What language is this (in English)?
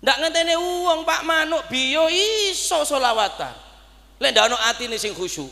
Madurese